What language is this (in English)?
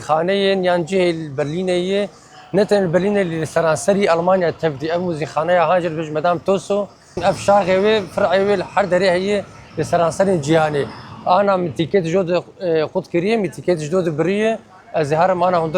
Kurdish